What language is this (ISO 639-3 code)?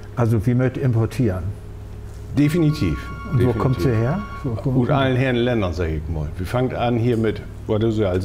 nds